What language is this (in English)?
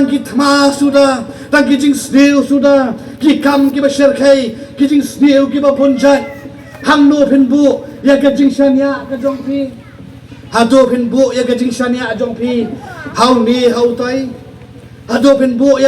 Khasi